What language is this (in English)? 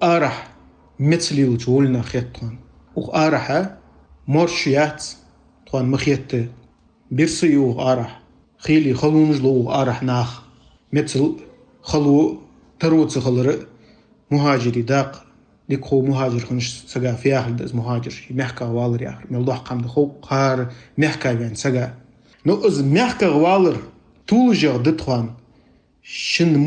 Ingush